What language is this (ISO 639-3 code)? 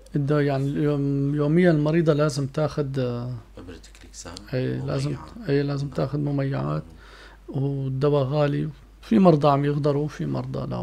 apc